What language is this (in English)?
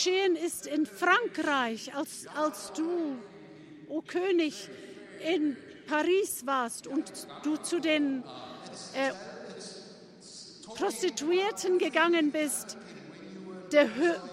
German